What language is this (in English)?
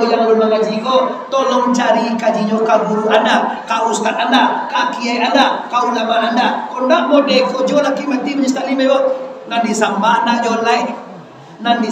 Minangkabau